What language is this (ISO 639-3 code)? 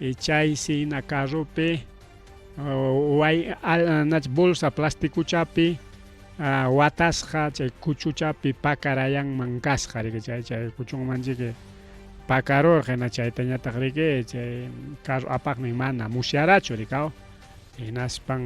quy